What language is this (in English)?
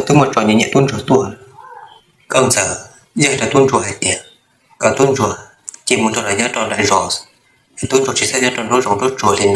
Hmong